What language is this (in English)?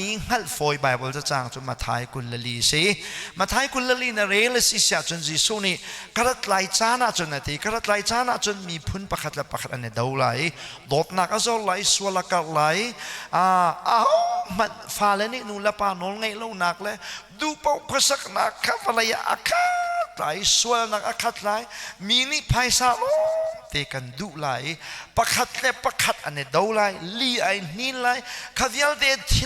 Hakha Chin